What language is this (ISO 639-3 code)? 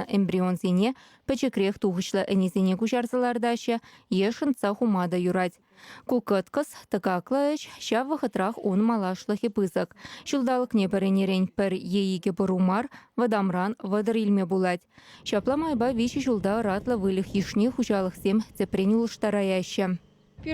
chv